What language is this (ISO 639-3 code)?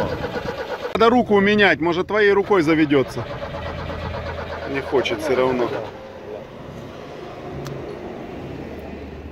rus